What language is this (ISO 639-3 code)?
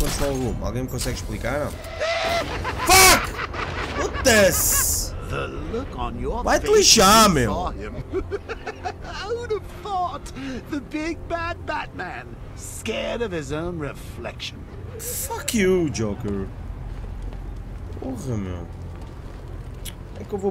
por